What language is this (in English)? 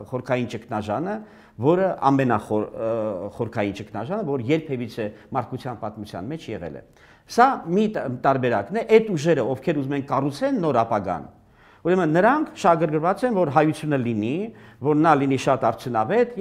Armenian